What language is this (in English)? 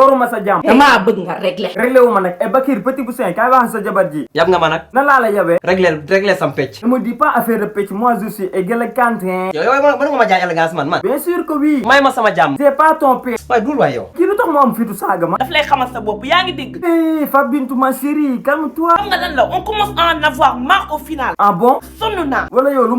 Wolof